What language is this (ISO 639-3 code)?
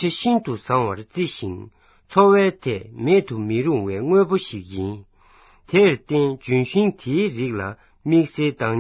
bod